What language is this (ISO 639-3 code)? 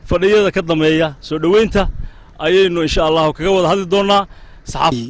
som